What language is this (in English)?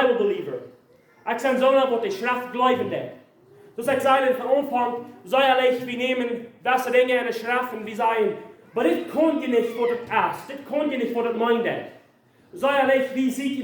Plautdietsch